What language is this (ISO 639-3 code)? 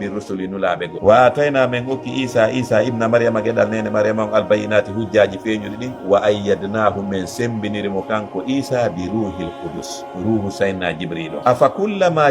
ful